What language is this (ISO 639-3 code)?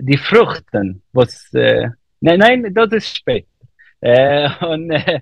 yid